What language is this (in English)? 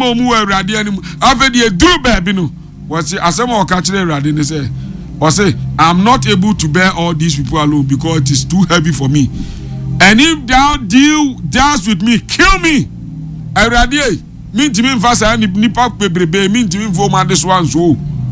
Akan